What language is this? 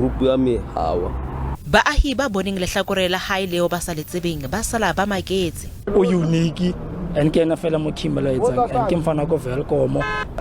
Southern Sotho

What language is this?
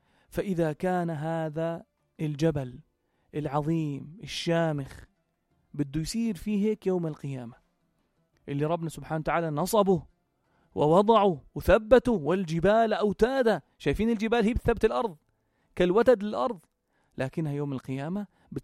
North Levantine Arabic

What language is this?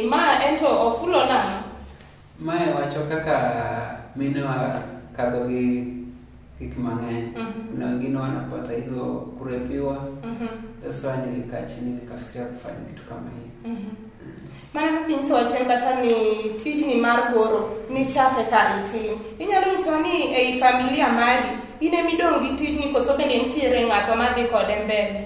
Luo (Kenya and Tanzania)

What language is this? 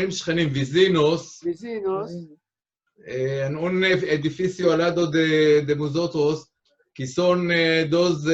Ladino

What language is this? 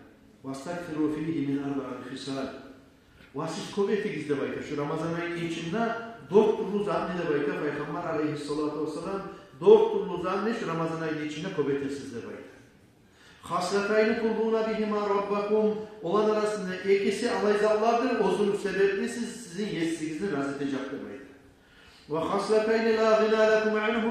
Kumyk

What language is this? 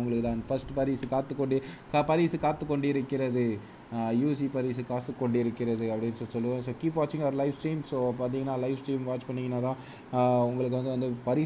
Tamil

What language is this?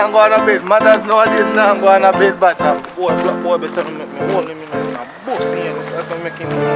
Jamaican Creole English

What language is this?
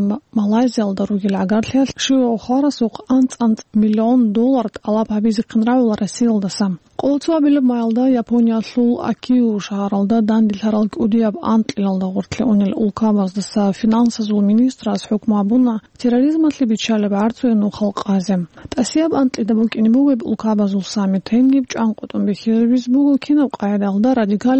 Avaric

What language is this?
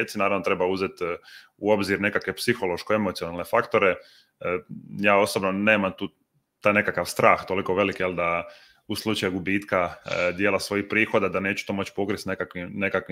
Croatian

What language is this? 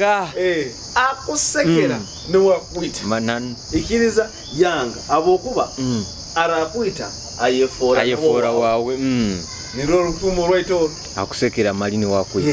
Nyoro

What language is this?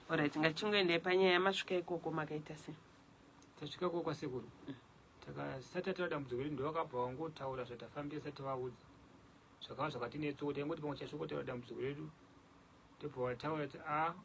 Shona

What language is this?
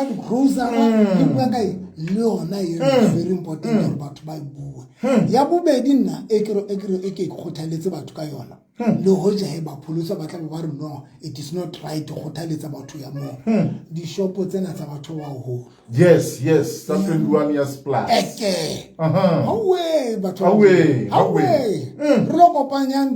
Southern Sotho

